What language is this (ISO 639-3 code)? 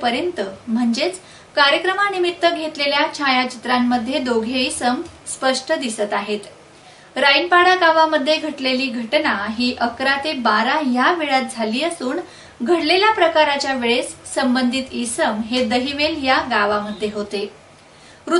mar